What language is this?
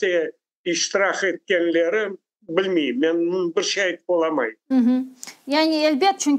Crimean Tatar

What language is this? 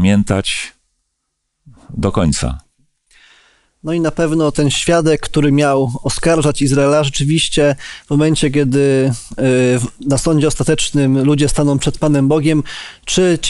Polish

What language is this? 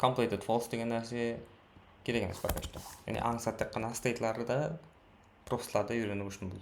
Kara-Kalpak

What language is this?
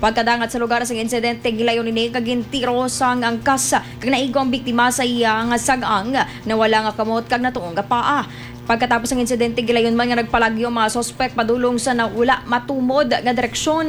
Hiligaynon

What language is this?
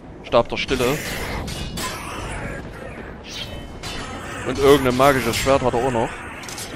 German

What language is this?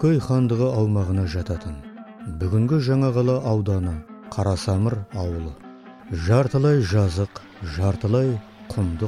Kazakh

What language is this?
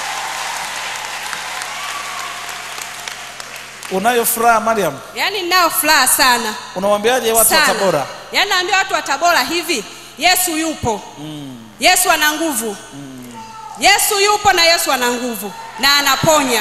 Swahili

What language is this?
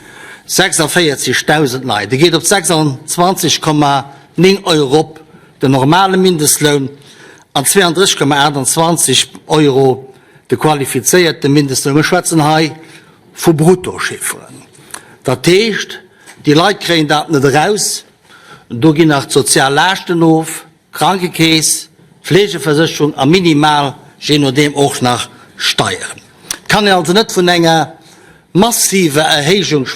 Luxembourgish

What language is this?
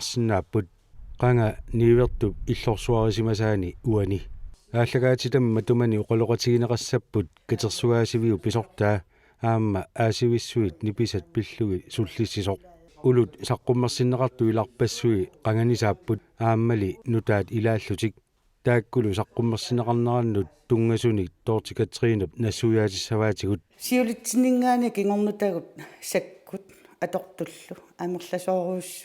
Kalaallisut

